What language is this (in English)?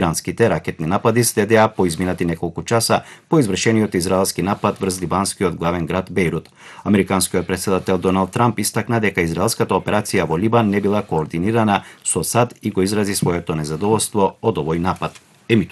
Macedonian